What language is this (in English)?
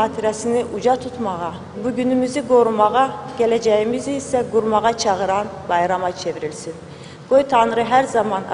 Azerbaijani